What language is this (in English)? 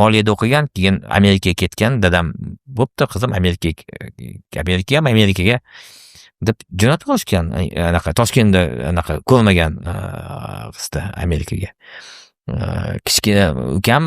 Uzbek